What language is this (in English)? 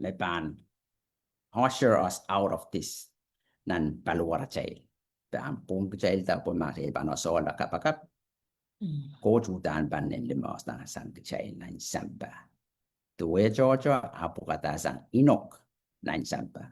Pohnpeian